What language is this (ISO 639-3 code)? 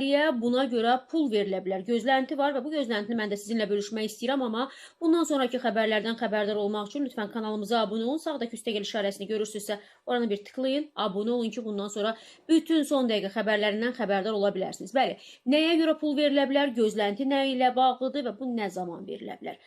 aze